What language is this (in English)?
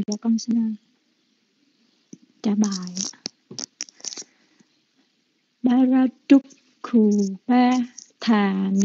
Vietnamese